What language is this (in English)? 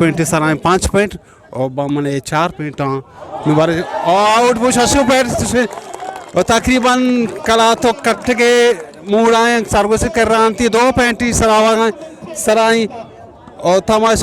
Eastern Balochi